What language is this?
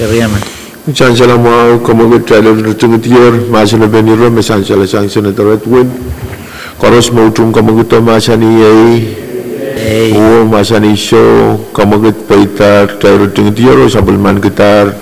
Pohnpeian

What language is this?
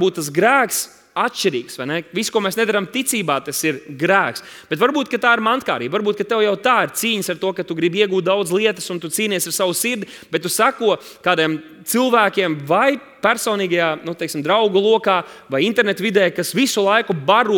Latvian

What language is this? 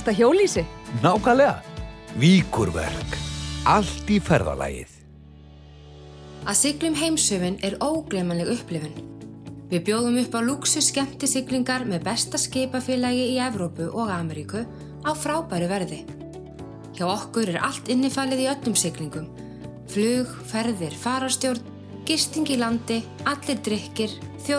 Icelandic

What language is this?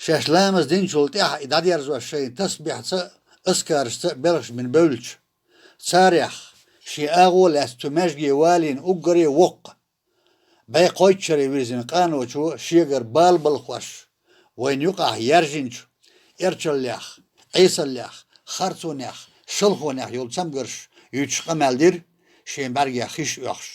Chechen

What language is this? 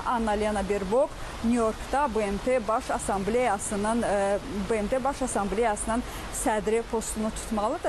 Azerbaijani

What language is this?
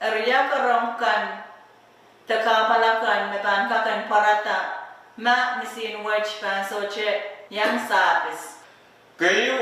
Pohnpeian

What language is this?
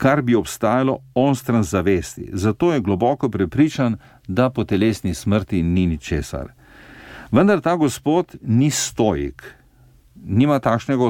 Slovenian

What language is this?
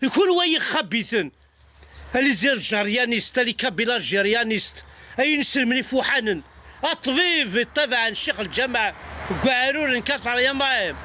Kabyle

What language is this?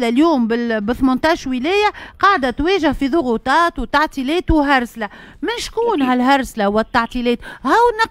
Tunisian Arabic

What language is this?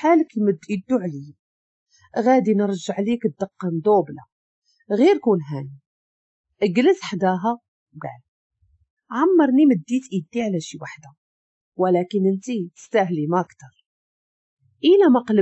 Moroccan Arabic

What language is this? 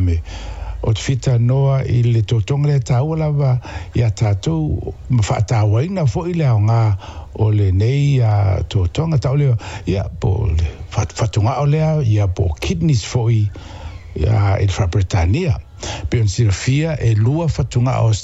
Samoan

